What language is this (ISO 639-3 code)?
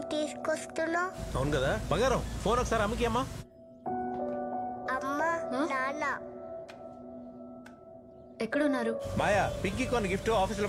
tel